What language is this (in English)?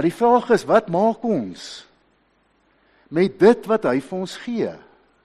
Afrikaans